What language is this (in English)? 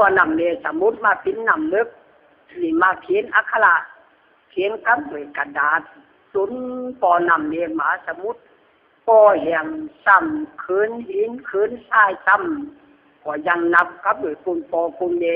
Lü